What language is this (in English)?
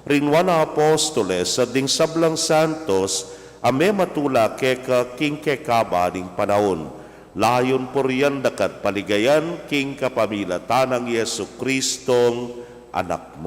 Pampanga